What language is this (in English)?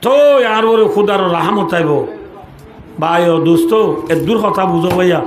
Rohingya